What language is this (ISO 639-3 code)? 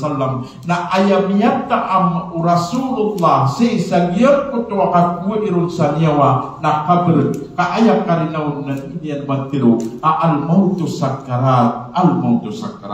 mrw